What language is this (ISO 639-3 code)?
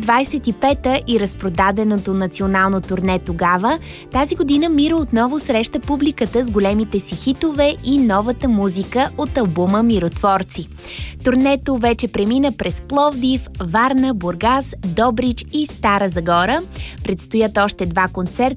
bul